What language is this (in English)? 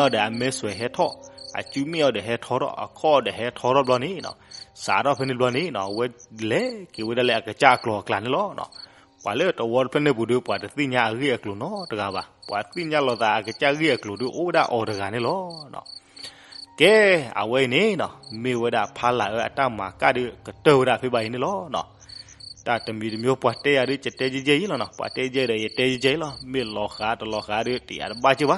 S'gaw Karen